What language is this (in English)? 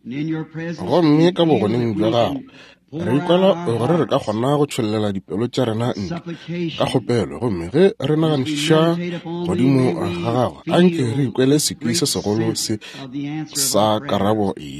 Northern Sotho